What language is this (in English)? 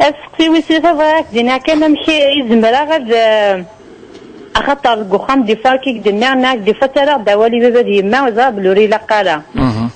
Kabyle